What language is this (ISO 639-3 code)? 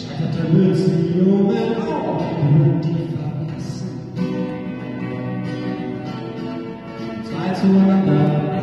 deu